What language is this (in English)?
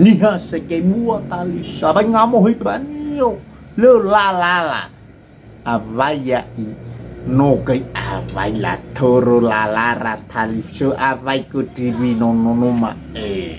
Nias